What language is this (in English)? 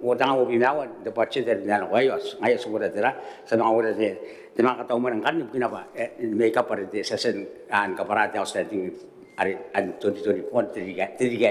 Gilbertese